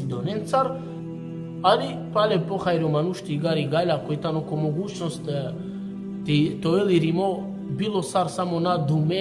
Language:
Balkan Romani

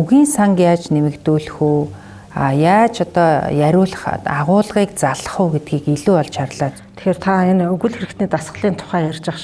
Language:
Mongolian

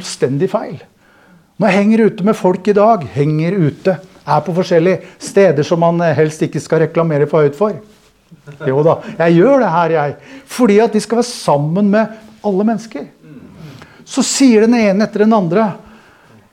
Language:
Norwegian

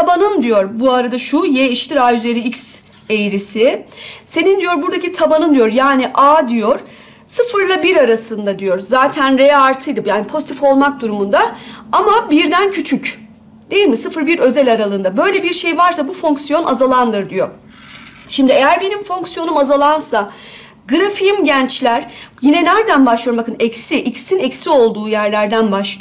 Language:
Turkish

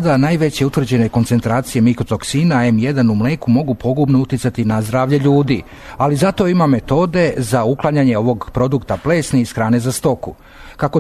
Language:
Serbian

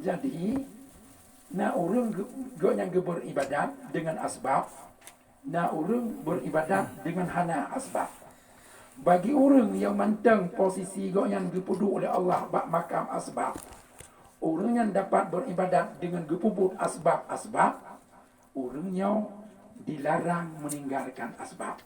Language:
Achinese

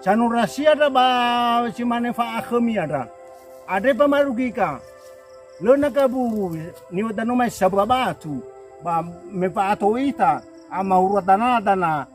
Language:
Nias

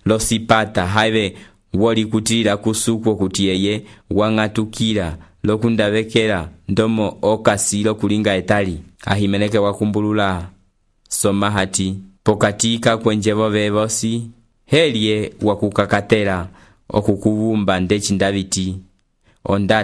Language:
Umbundu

